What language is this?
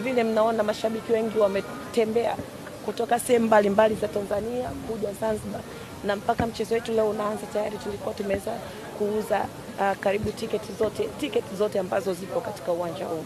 Swahili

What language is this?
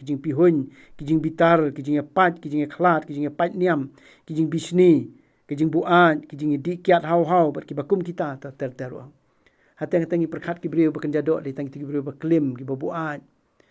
Khasi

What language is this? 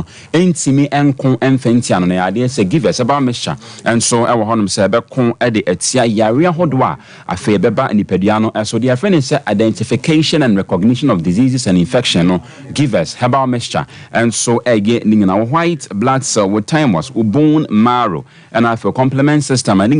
Akan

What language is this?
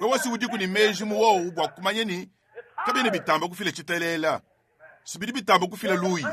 Luba-Lulua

